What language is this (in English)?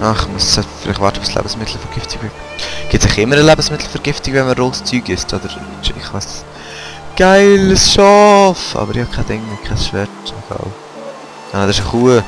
Swiss German